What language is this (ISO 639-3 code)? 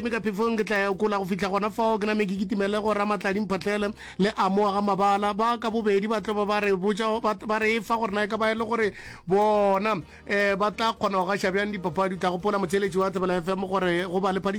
nso